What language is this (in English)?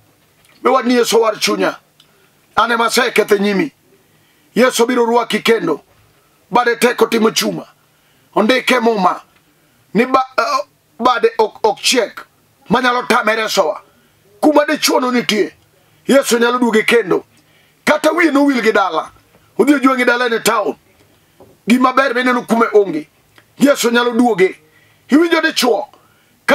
Luo (Kenya and Tanzania)